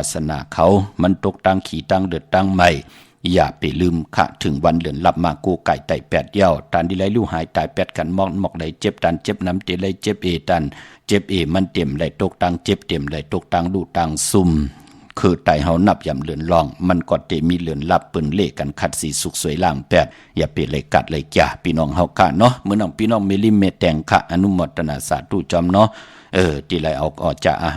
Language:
Shan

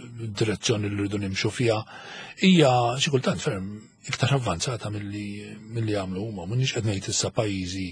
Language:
Maltese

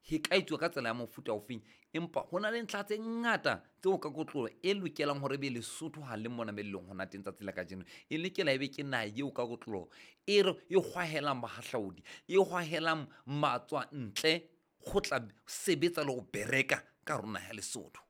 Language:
Southern Sotho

